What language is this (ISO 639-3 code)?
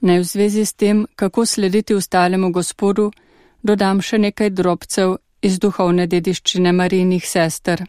slv